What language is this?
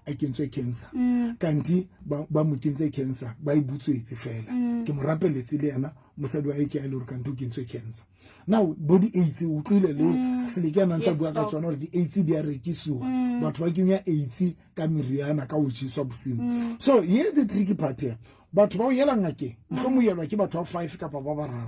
Southern Sotho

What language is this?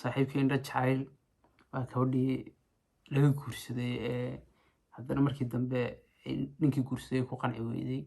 Somali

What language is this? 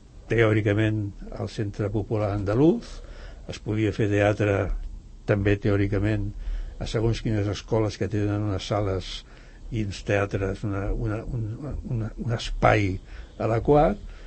Catalan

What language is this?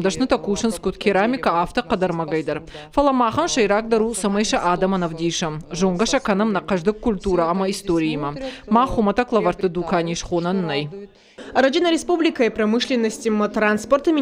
Ossetic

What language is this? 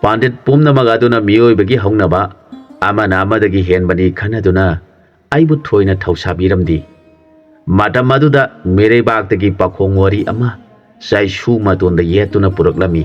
Manipuri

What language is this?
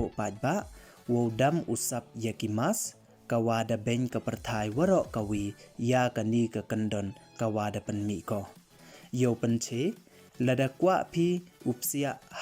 Pnar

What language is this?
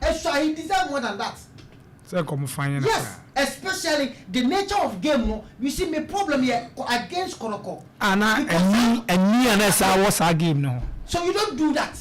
Akan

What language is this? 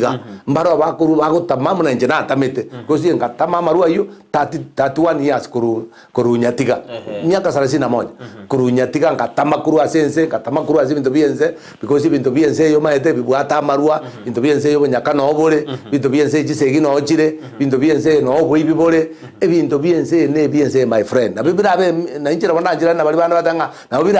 Gusii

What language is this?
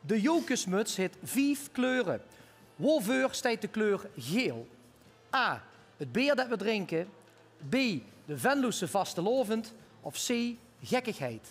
Limburgish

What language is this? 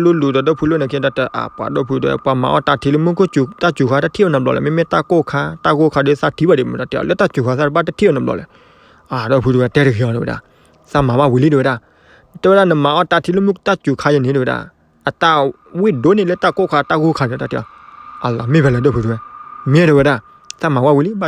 S'gaw Karen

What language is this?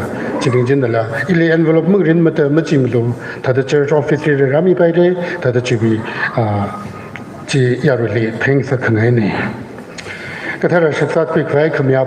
Tangkhul Naga (India)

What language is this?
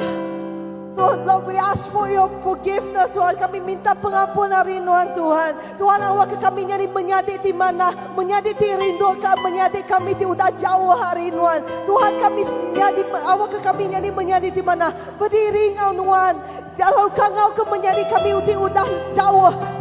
Iban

